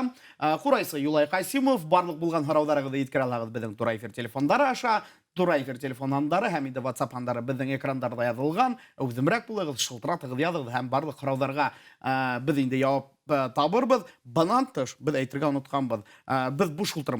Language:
Bashkir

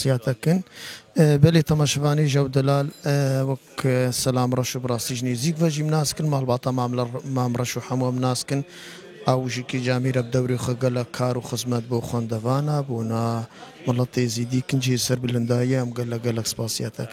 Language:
Kurdish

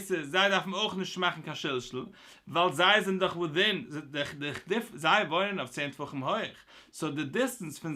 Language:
Yiddish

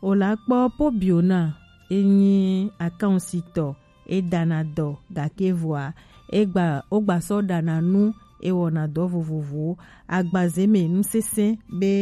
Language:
Gen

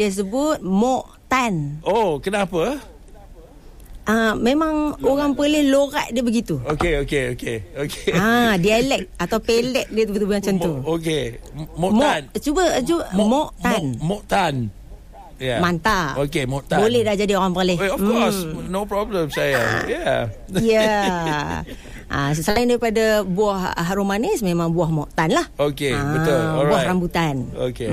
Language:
Malay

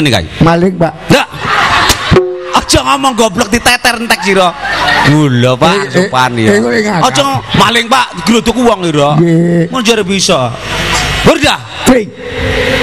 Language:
Javanese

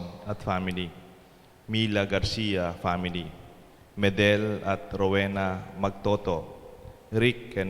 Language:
Pampanga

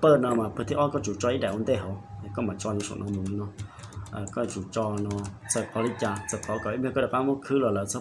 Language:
Hmong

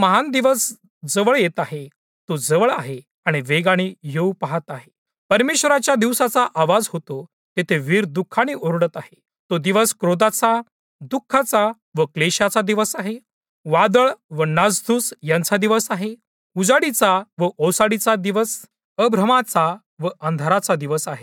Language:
Marathi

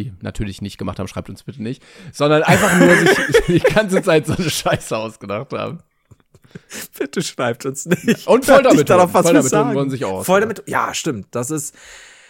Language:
German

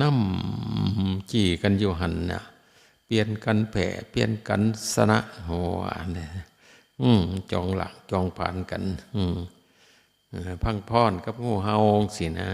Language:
Northeastern Thai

